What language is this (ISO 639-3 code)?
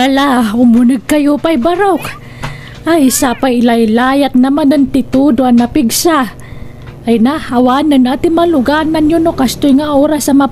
ilo